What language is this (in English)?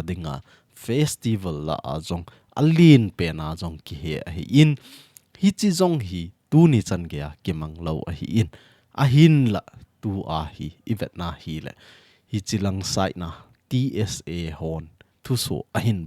Thado Chin